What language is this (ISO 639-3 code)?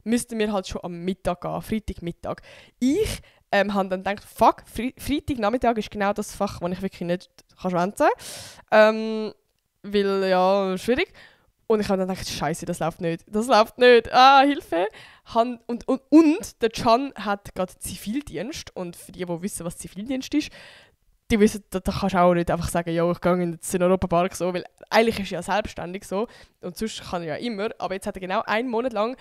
gsw